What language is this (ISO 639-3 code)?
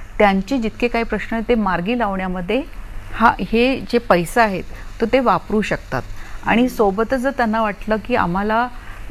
mar